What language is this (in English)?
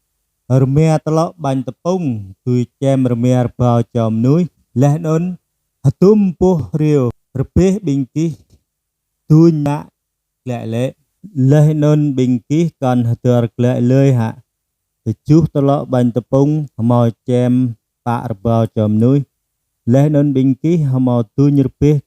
Jarai